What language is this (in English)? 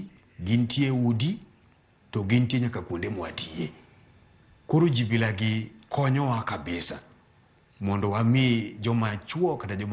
Luo (Kenya and Tanzania)